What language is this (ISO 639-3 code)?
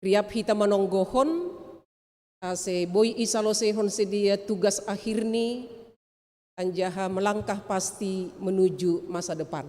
bts